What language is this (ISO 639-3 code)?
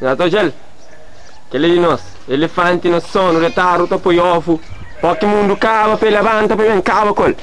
kea